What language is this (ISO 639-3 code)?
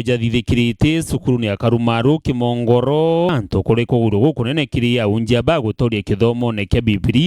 mer